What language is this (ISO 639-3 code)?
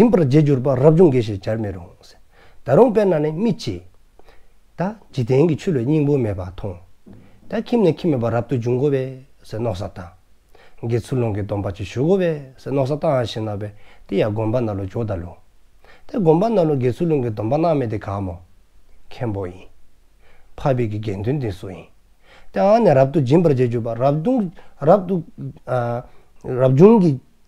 dzo